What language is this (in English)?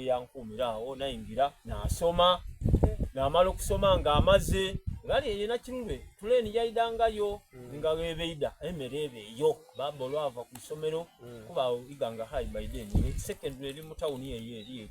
Soga